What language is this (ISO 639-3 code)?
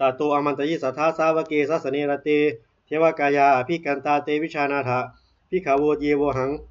pli